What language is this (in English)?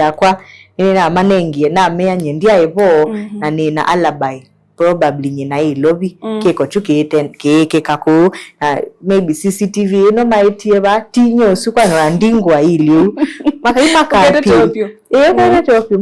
Kamba